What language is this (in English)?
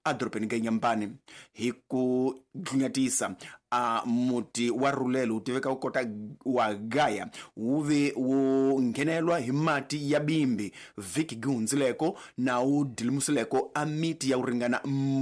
Tsonga